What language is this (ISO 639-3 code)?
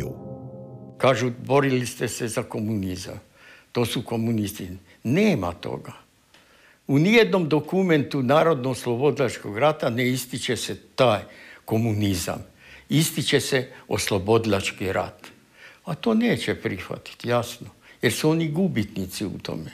hrv